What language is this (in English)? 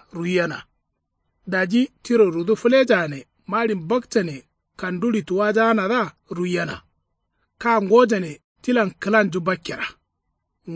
Kanuri